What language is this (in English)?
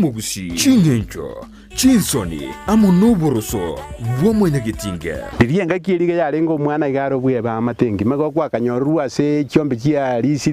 Gusii